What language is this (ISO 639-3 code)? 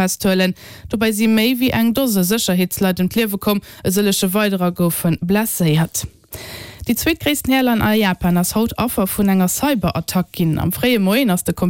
ltz